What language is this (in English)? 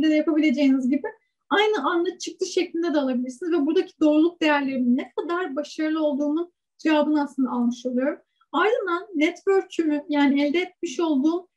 Turkish